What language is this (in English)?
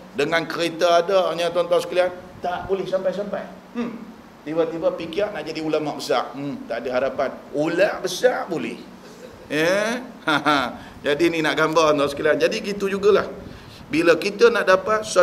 Malay